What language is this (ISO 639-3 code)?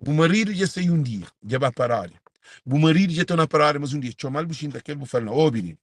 kea